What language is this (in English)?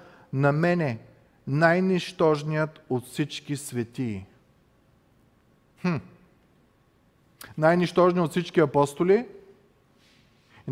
Bulgarian